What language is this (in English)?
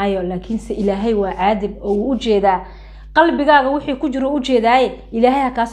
Somali